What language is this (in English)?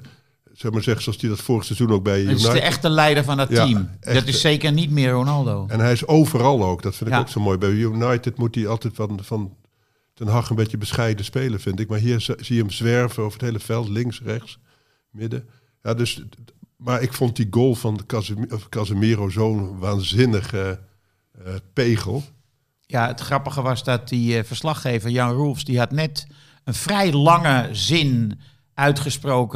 Dutch